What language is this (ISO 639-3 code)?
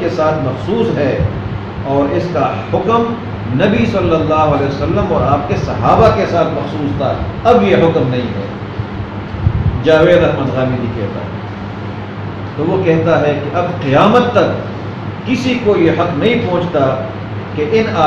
urd